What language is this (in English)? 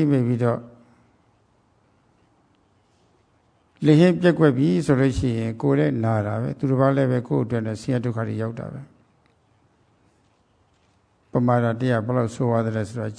Burmese